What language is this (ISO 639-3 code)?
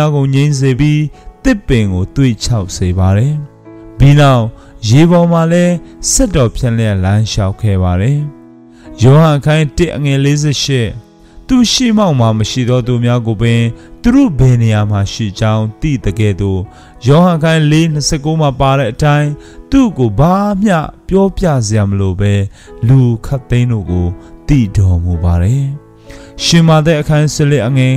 mya